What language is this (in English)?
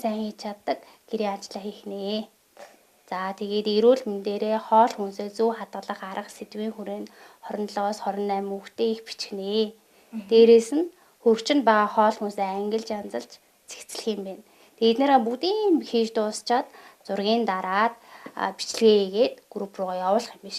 Mongolian